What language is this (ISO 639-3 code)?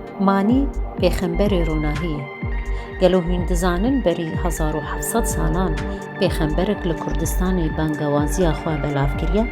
kur